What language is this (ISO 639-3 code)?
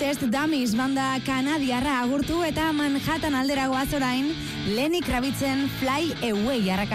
eus